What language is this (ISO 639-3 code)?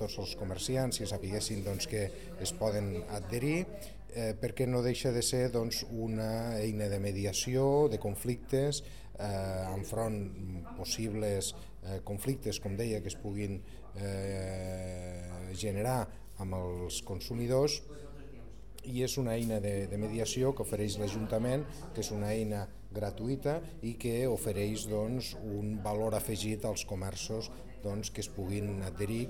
cat